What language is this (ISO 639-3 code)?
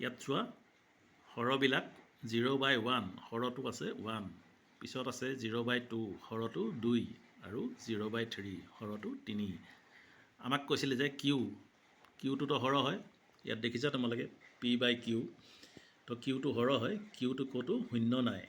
asm